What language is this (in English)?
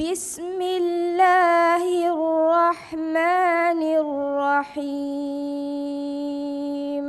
Divehi